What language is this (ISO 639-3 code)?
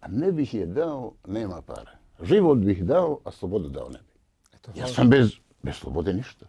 bos